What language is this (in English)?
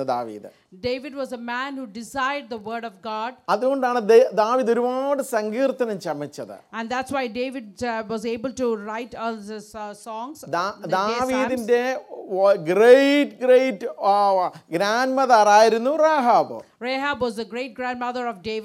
Malayalam